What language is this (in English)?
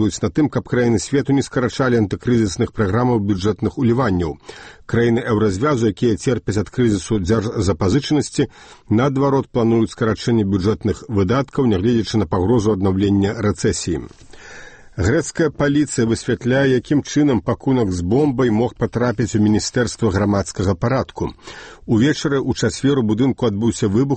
Belarusian